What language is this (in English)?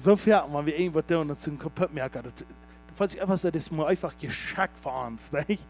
Plautdietsch